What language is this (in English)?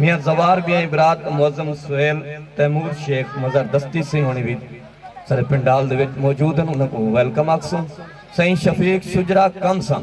Saraiki